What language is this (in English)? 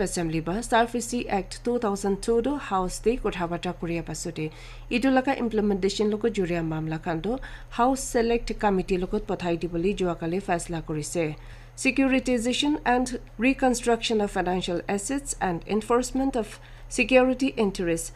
Naga Pidgin